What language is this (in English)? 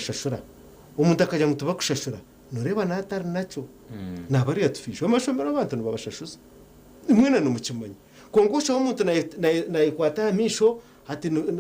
Nyankole